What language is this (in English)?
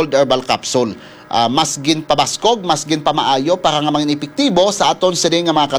Hiligaynon